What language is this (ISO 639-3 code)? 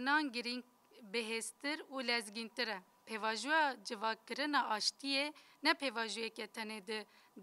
kur